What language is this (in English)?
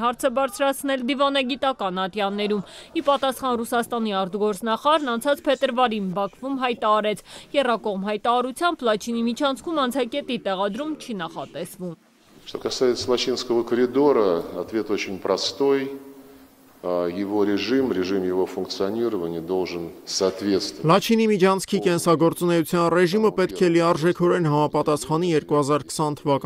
Armenian